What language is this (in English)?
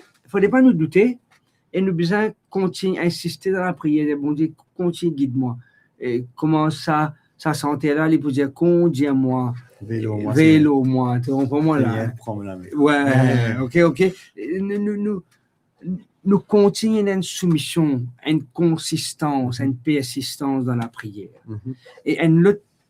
Morisyen